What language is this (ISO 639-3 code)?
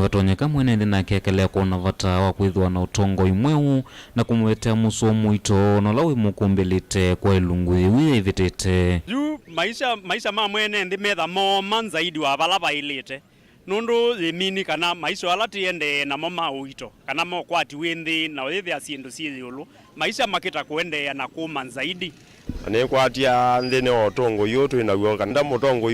kam